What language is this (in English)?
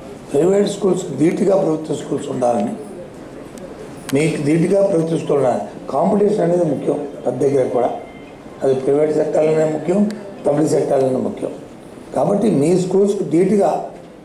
Telugu